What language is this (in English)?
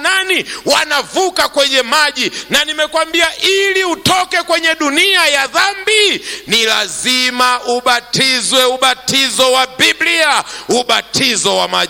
Swahili